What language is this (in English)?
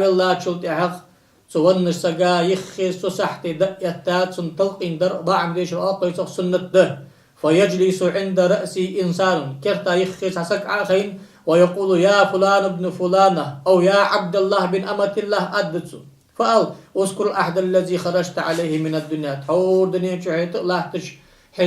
Ingush